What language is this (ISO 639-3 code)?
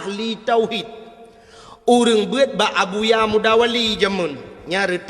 ace